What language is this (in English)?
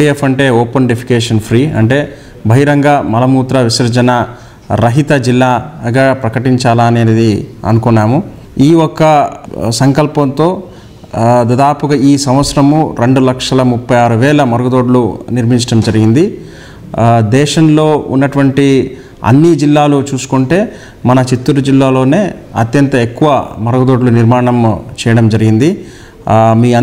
Telugu